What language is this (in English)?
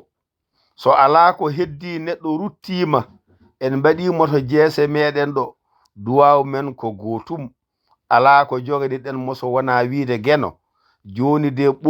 Fula